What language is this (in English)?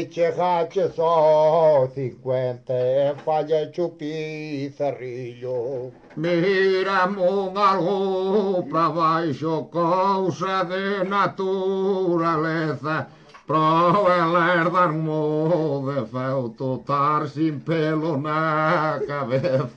Galician